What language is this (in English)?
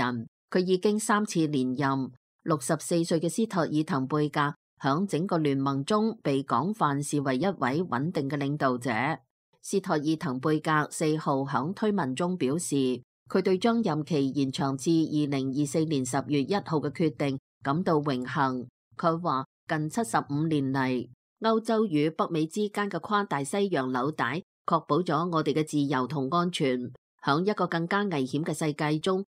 Cantonese